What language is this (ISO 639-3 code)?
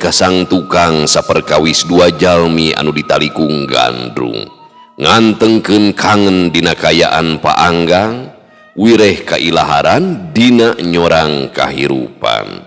sun